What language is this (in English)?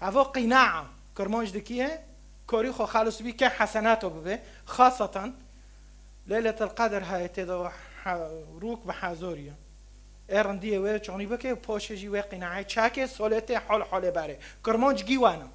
Kurdish